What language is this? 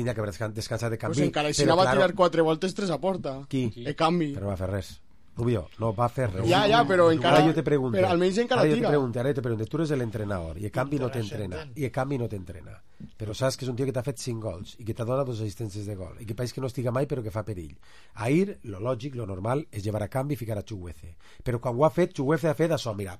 Catalan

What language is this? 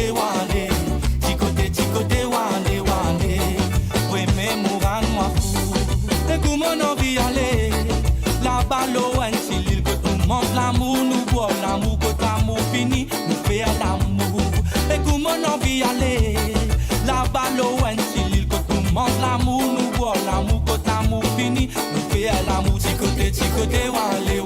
Morisyen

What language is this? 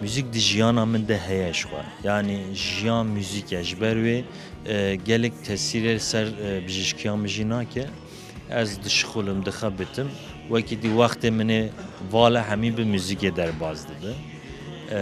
Kurdish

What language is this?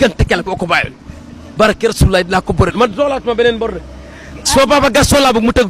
Wolof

